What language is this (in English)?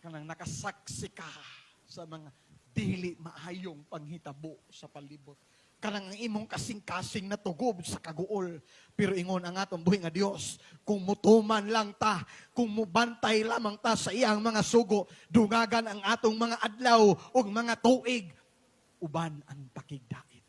Cebuano